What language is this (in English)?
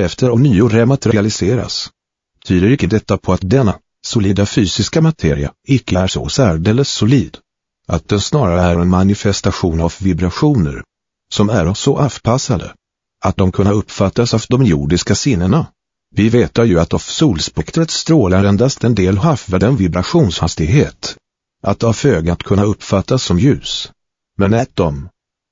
Swedish